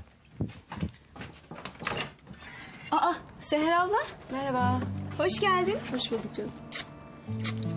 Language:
Turkish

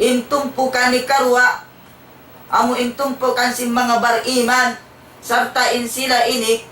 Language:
Tausug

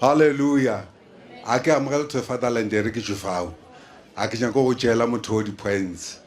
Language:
Northern Sotho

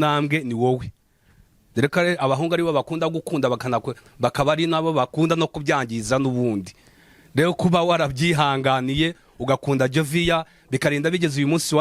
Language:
Kinyarwanda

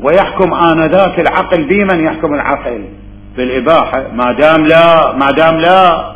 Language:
Mesopotamian Arabic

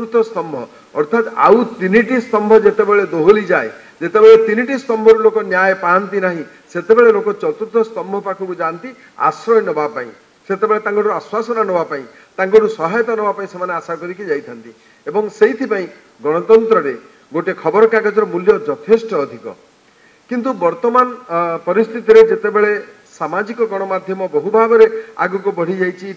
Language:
Odia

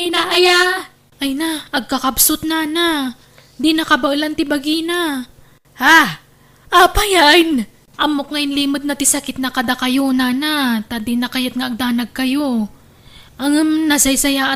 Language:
Iloko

